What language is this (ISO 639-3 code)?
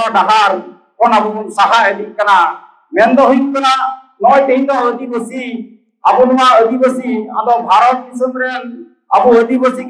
sat